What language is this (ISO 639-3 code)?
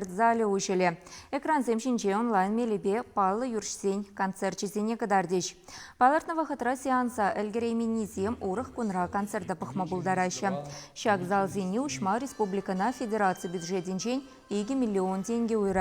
chv